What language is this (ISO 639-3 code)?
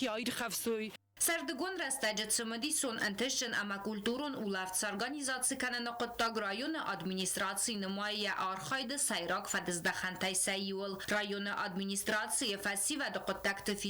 oss